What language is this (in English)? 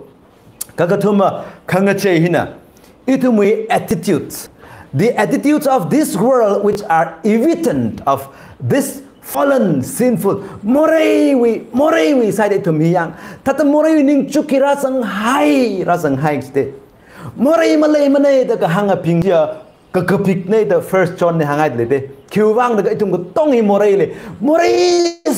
Tangkhul Naga (India)